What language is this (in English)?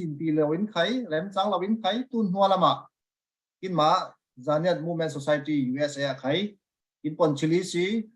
Falam Chin